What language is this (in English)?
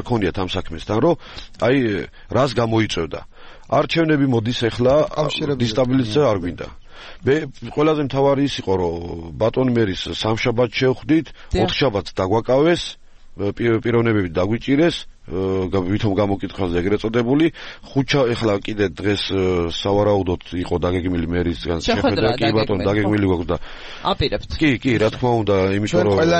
Georgian